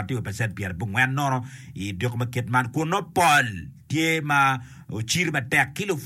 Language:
Acoli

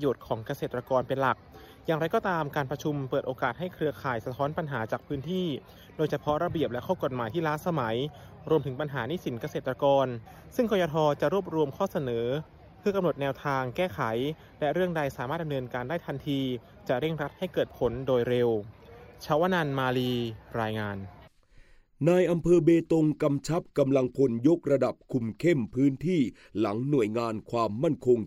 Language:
Thai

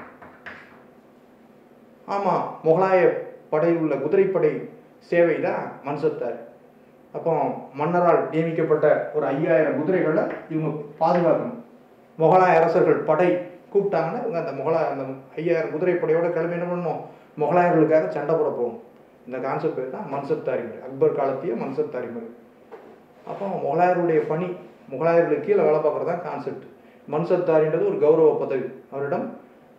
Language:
Tamil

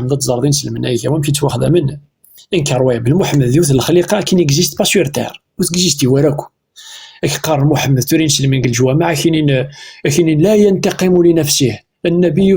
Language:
Kabyle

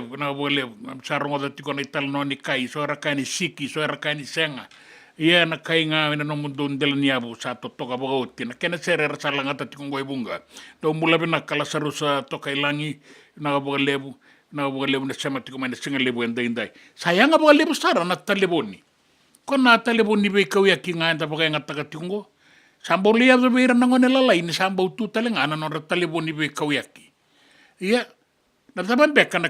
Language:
Fijian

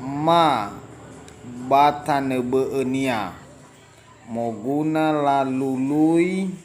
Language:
Nias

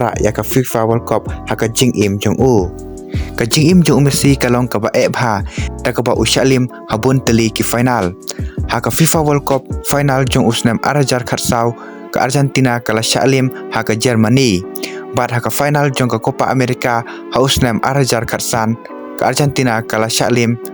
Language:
Khasi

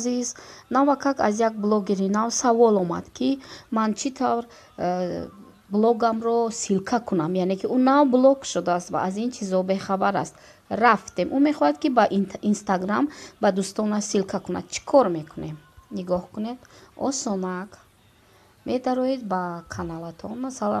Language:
Tajik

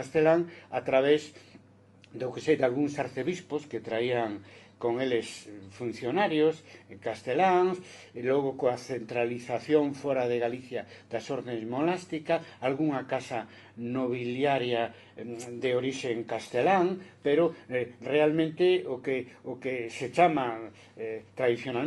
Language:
Galician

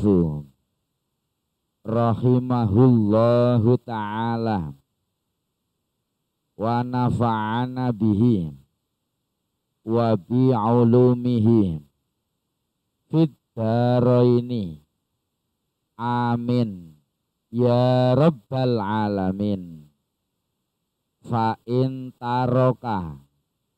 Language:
Javanese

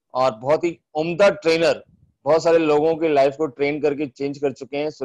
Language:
Hindi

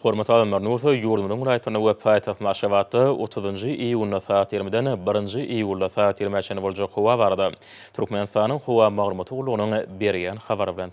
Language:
Turkmen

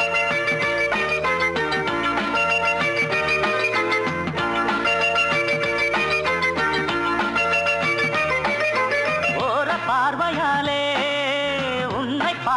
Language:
Tamil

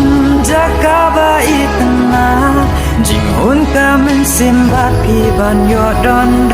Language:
Khasi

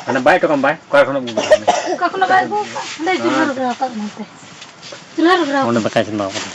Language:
Santali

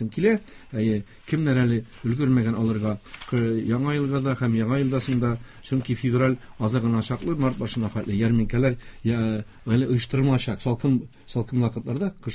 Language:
Tatar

